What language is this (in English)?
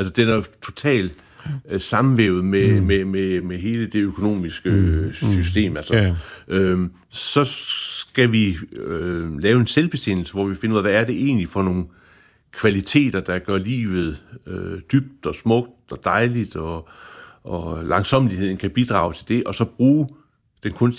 Danish